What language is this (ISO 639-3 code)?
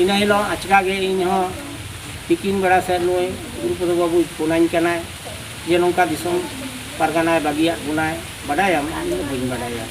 sat